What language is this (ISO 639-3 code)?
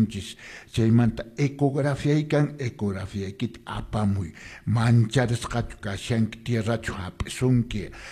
que